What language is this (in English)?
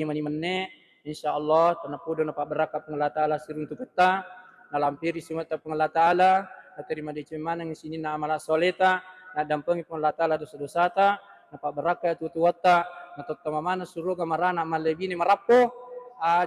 Buginese